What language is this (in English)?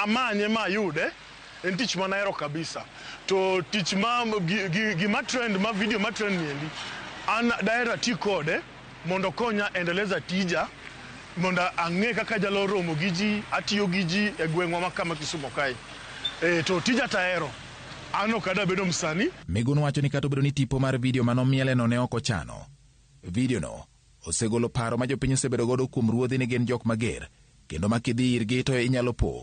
Luo (Kenya and Tanzania)